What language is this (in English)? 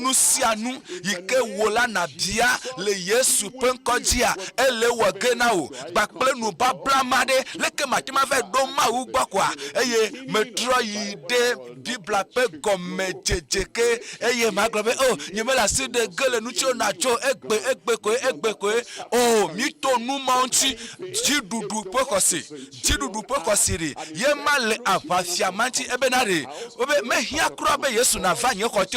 Ewe